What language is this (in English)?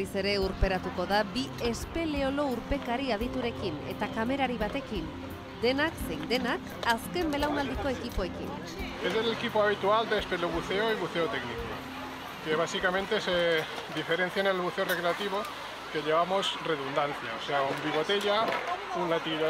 Basque